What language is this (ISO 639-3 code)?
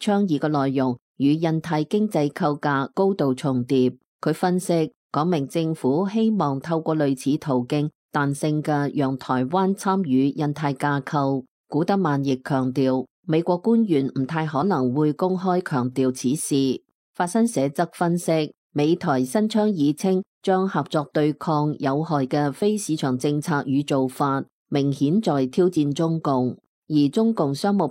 yue